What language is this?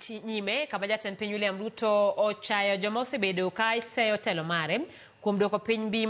Luo (Kenya and Tanzania)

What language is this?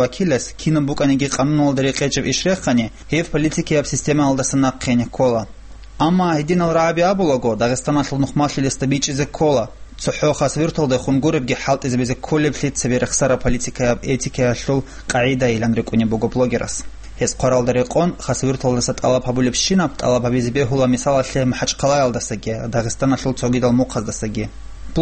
Avaric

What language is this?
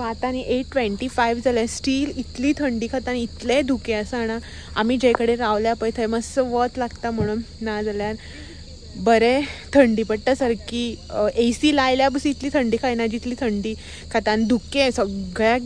Konkani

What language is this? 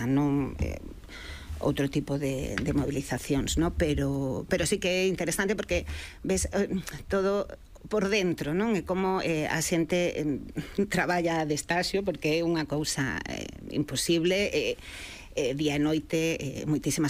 Galician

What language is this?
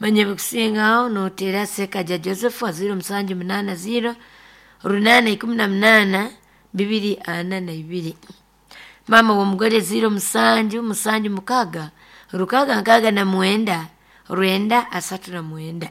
Nyoro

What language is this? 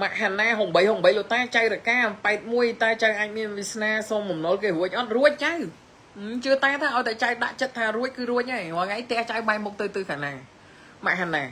Khmer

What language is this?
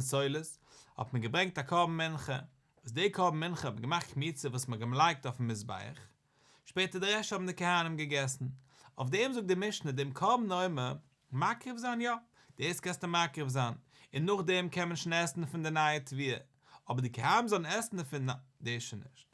Yiddish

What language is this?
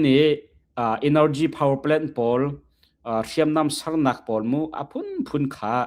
Hakha Chin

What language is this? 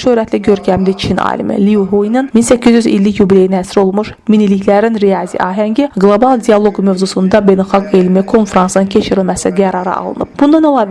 Azerbaijani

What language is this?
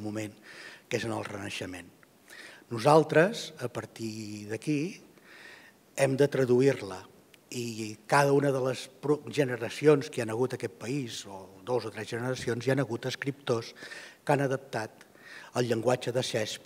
Catalan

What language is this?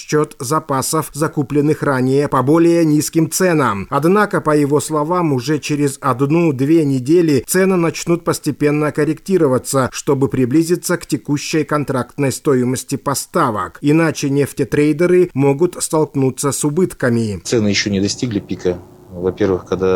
Russian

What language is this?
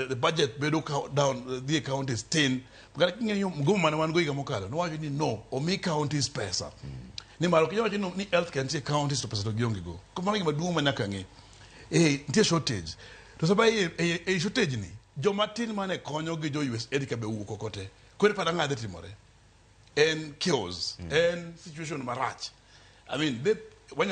Luo (Kenya and Tanzania)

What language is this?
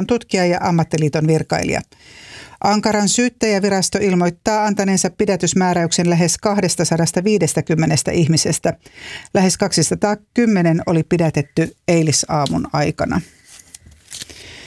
Finnish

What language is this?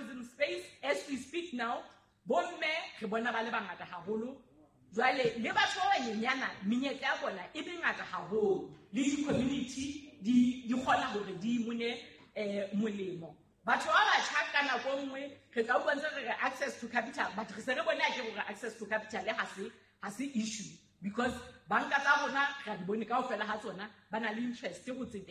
Southern Sotho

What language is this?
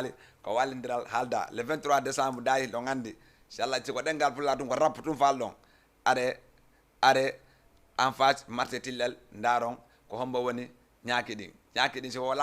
Fula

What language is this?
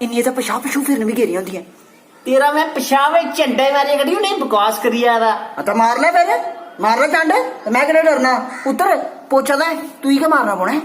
Dogri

